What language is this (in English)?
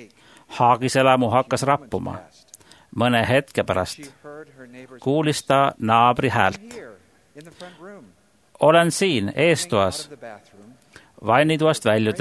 Estonian